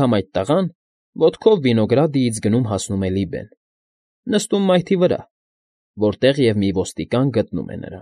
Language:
Armenian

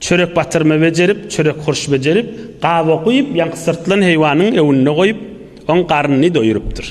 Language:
Turkmen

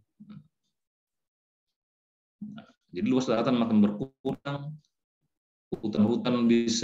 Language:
Indonesian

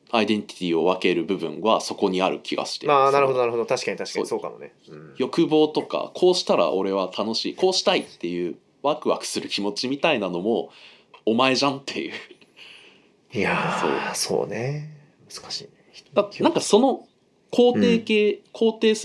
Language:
Japanese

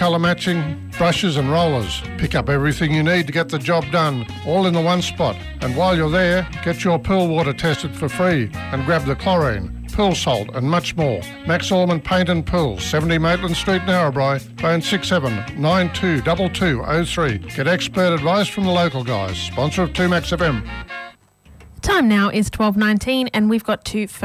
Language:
English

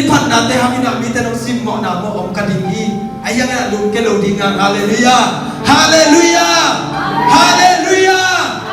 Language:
Tedim Chin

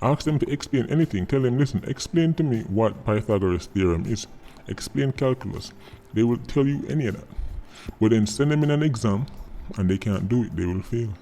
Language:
Jamaican Creole English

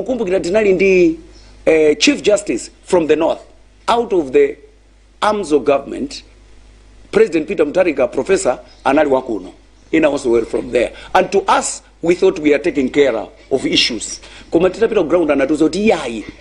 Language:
Nyanja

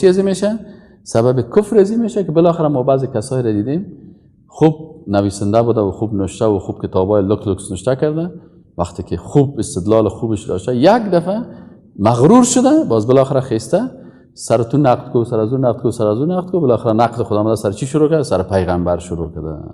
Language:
Persian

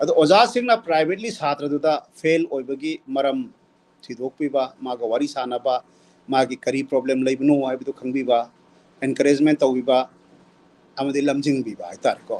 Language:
Manipuri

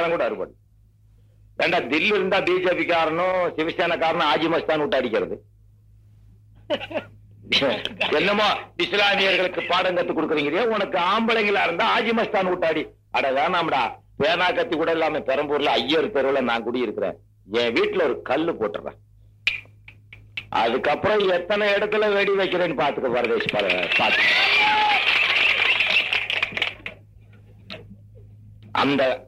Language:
Tamil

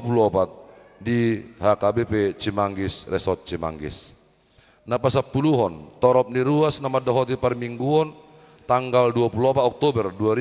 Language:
Batak Toba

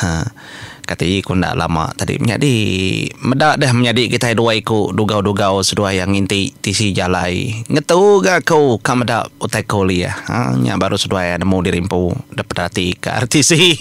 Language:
Iban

